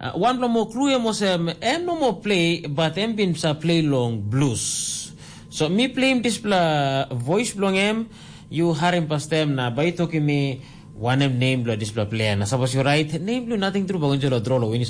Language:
Tok Pisin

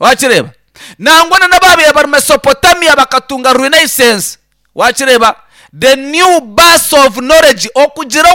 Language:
Nyankole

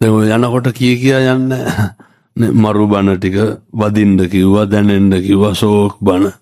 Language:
Sinhala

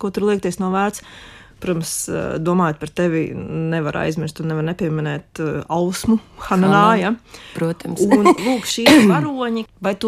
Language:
Latvian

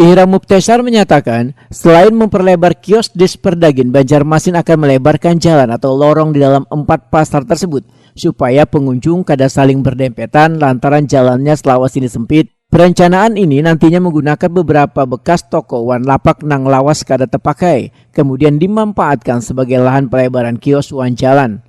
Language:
Banjar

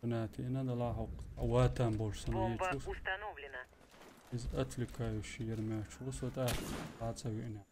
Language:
Chechen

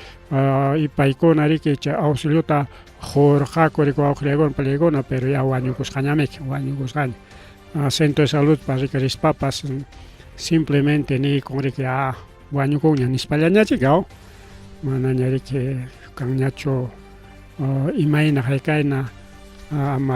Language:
Ayacucho Quechua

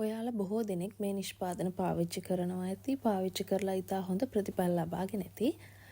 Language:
Sinhala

